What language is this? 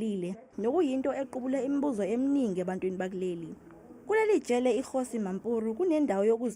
Zulu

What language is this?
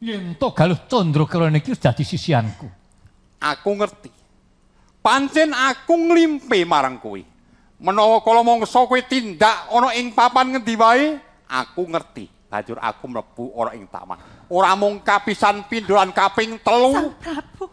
Javanese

